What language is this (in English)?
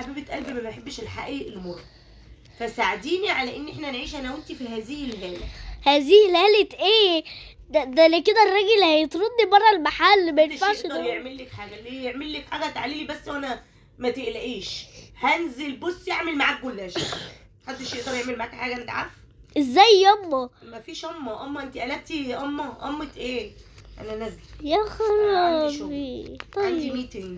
Egyptian Arabic